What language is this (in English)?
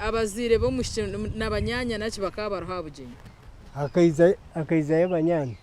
Nyankole